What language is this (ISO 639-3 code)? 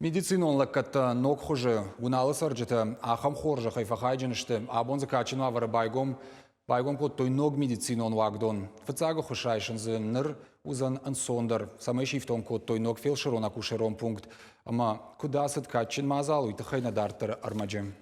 oss